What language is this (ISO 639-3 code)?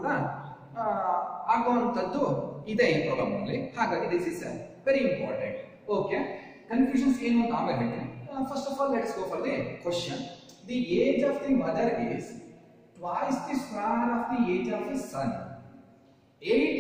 kan